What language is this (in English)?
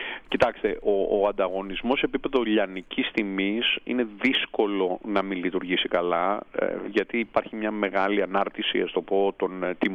Greek